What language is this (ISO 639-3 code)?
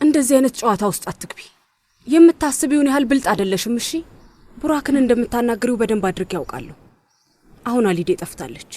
amh